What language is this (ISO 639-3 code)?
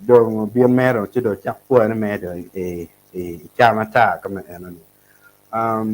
ach